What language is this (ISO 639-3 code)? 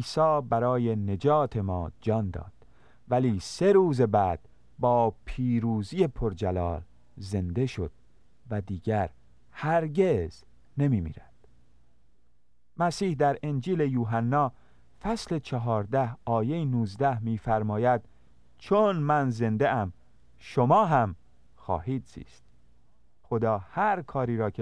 fas